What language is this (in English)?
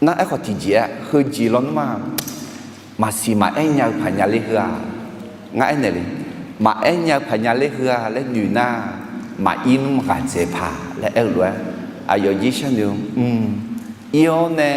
Akha